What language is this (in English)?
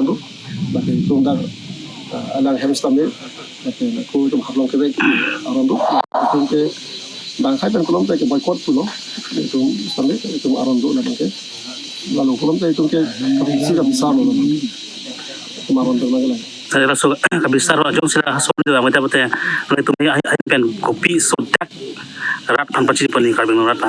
Karbi